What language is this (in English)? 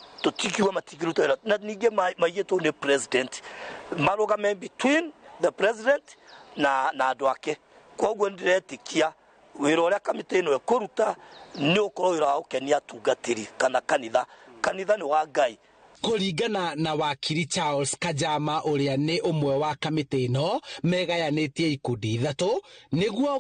Kikuyu